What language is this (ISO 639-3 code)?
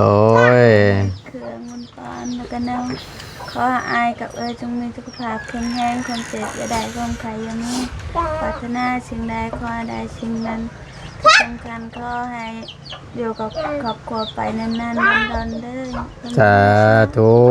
tts